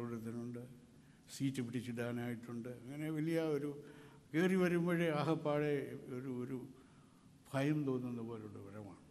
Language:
Malayalam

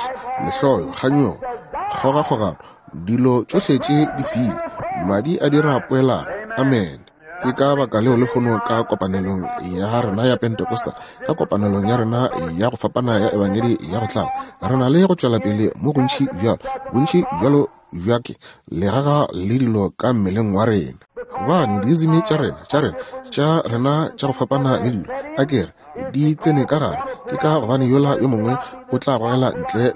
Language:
Northern Sotho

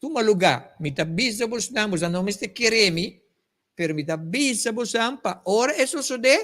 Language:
Papiamento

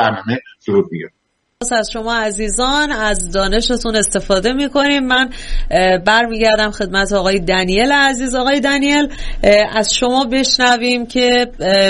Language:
Persian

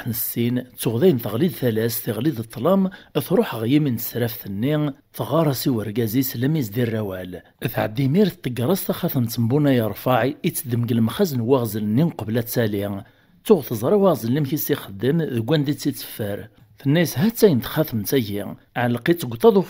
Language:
Kabyle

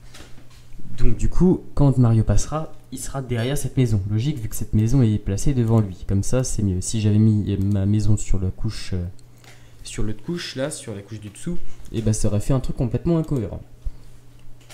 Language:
French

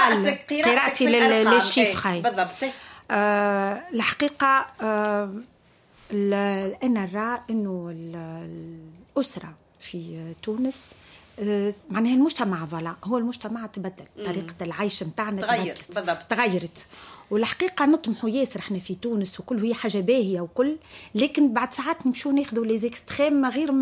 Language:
Tunisian Arabic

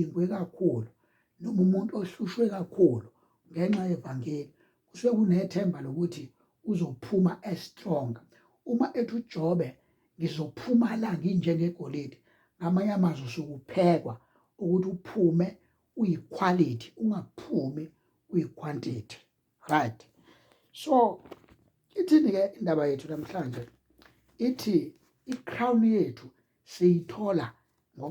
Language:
Zulu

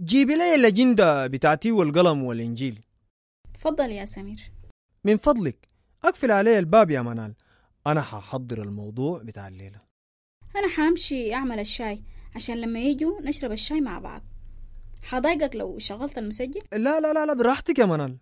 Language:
Sudanese Arabic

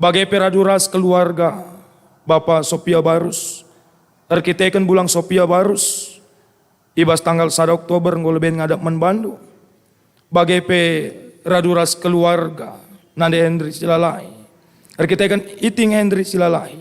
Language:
Batak Karo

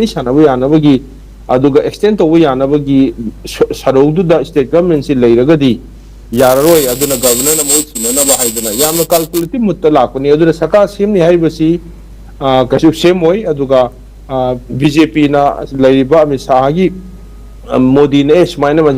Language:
Manipuri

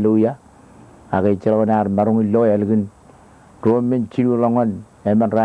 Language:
Marshallese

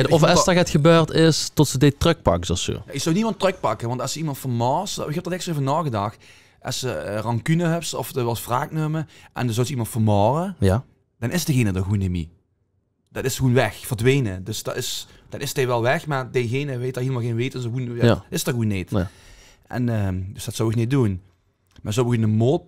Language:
Limburgish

